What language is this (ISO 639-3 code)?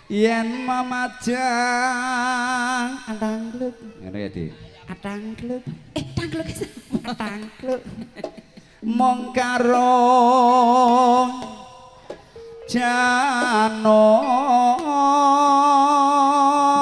jav